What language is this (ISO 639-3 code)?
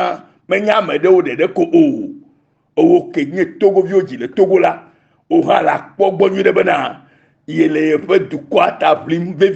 ewe